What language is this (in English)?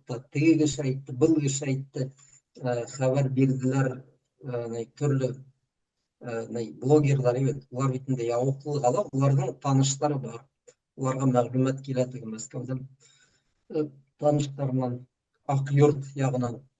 Bashkir